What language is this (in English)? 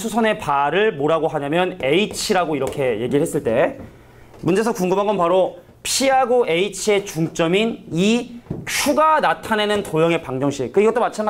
Korean